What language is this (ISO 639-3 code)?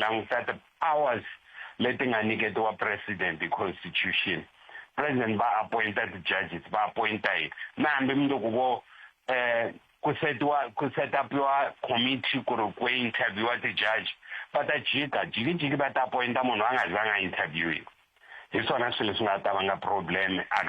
tso